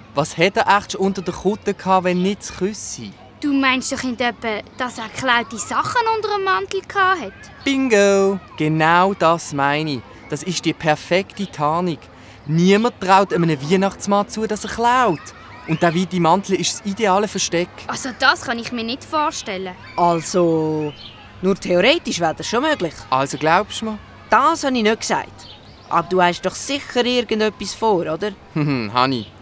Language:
Swiss German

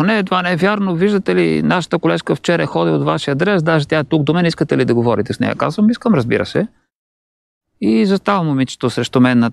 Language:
Bulgarian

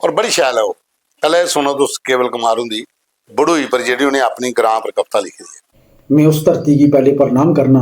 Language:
Dogri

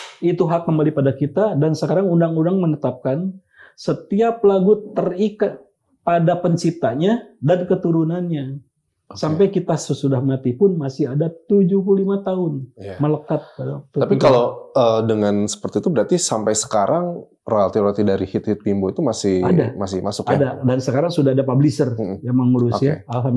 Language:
Indonesian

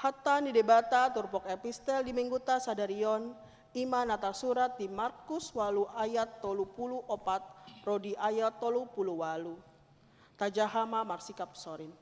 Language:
Batak Toba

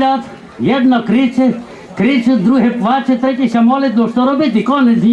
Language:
Rusyn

